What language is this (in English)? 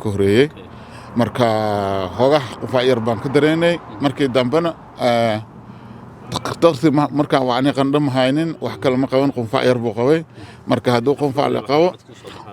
Somali